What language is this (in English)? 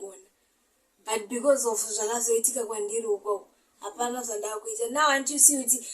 Shona